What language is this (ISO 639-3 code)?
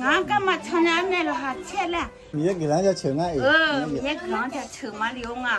ahk